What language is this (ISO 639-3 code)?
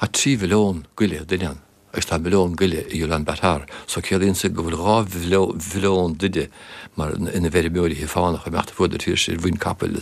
gle